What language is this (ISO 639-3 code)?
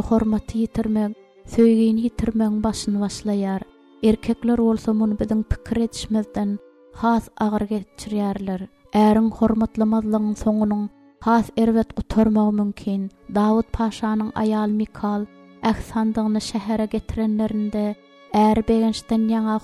tuk